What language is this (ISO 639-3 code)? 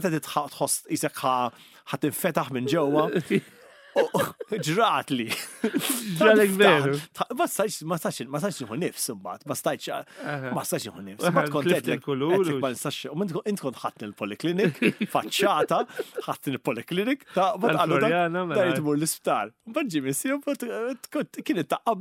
mlt